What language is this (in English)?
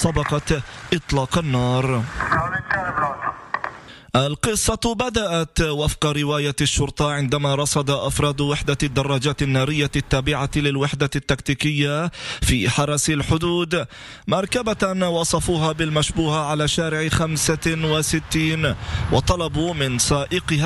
Arabic